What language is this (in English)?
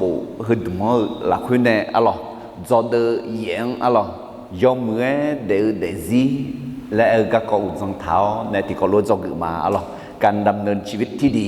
Akha